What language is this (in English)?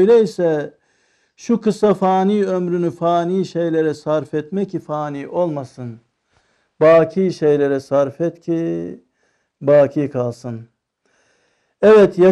Turkish